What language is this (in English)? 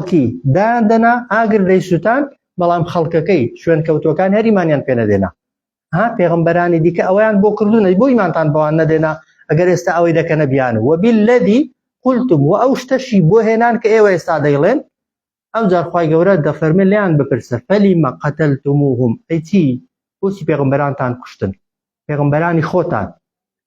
Central Kurdish